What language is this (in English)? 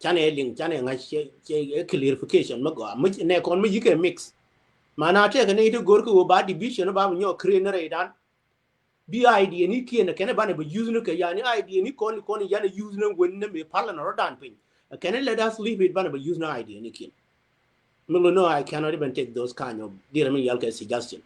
Nuer